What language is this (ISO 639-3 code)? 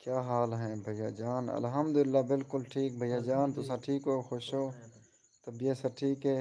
skr